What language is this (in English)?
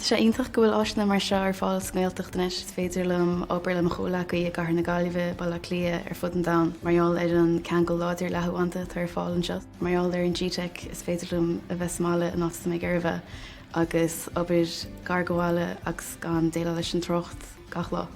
Irish